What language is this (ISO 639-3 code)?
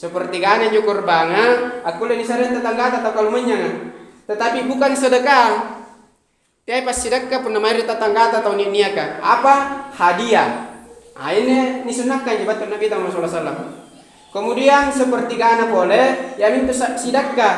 mak